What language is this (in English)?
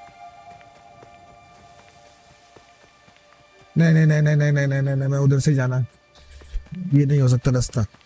Hindi